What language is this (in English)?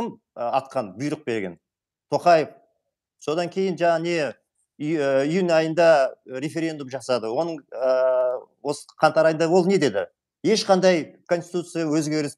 Kazakh